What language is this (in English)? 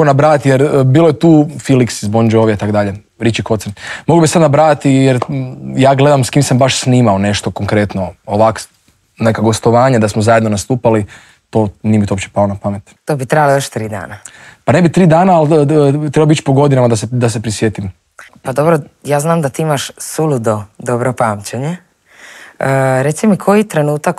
Croatian